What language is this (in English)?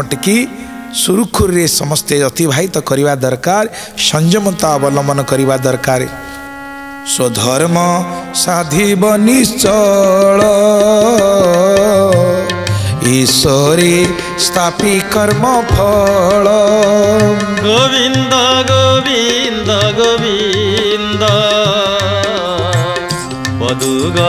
Odia